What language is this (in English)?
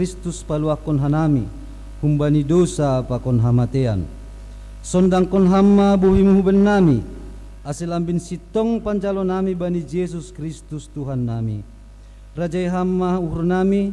Batak Simalungun